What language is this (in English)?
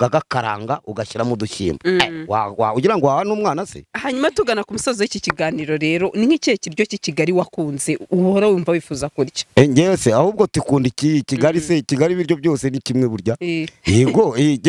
Kinyarwanda